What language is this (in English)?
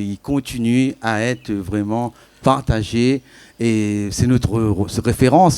Réunion Creole French